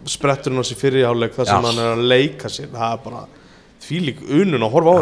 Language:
Icelandic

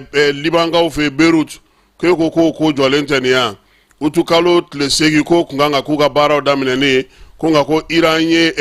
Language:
Bambara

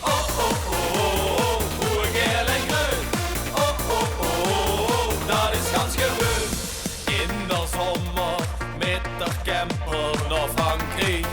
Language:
Limburgish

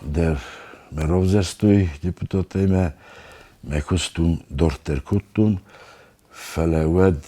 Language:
Ossetic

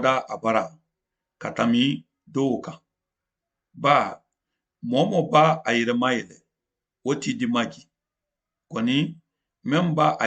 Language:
Mandingo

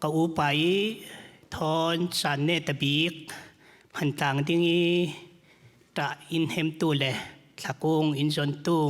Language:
Falam Chin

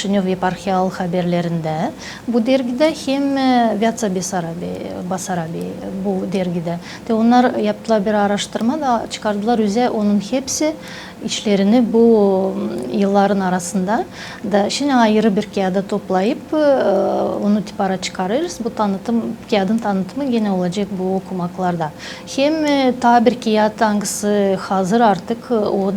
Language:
Gagauz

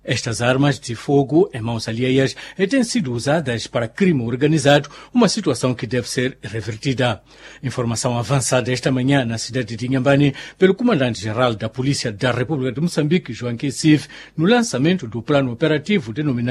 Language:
Portuguese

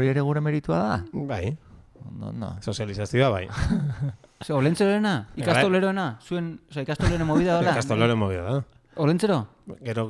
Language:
Basque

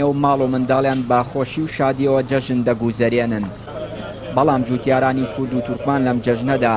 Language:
Central Kurdish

